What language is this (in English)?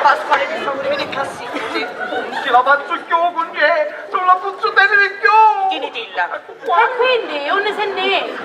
Sicilian